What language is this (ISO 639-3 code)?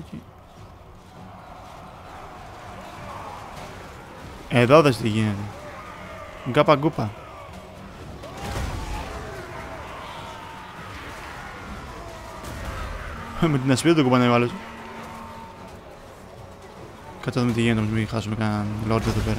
ell